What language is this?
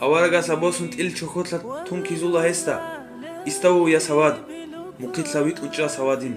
Avaric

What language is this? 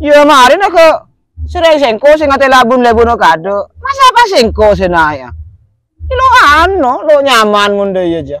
Madurese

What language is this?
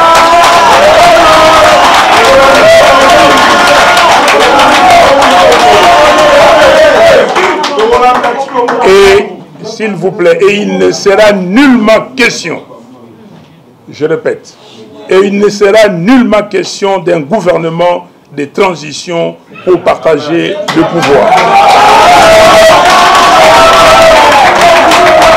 French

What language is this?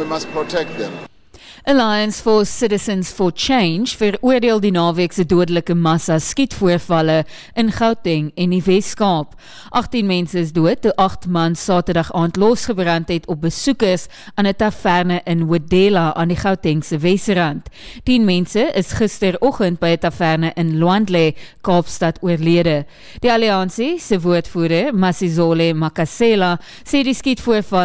Afrikaans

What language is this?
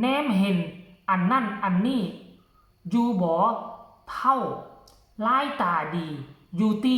Northeastern Thai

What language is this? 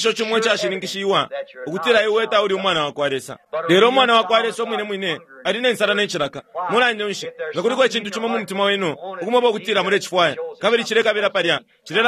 Bemba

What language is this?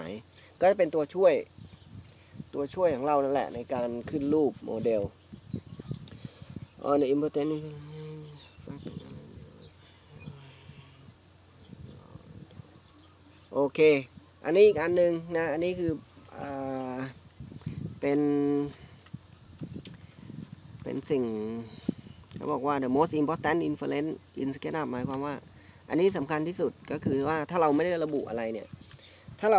Thai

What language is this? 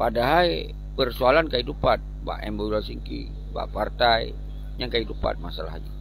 Achinese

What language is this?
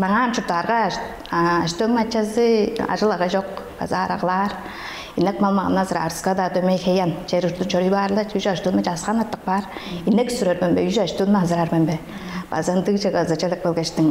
Tuvinian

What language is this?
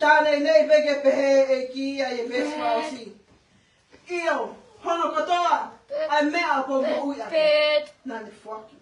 Tongan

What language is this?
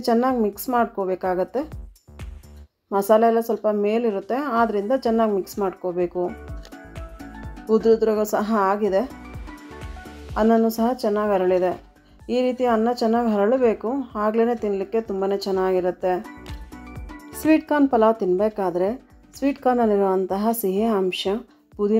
Kannada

